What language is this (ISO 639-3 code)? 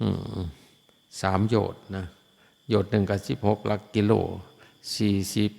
lao